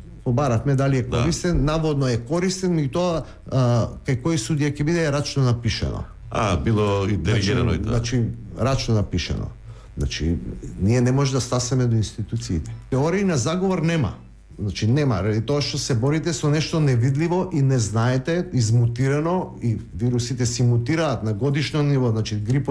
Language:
Macedonian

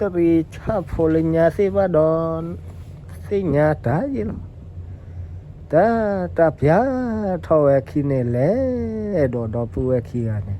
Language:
S'gaw Karen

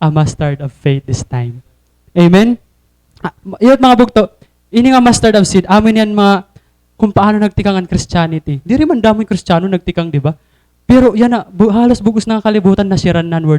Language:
Waray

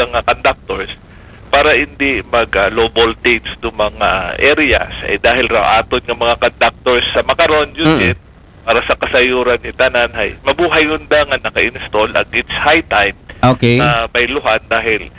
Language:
Aklanon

